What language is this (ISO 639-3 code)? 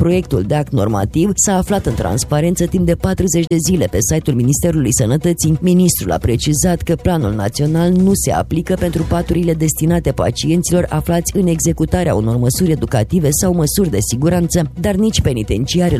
ron